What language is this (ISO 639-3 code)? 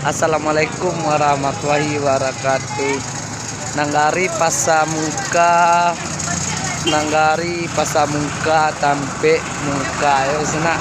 min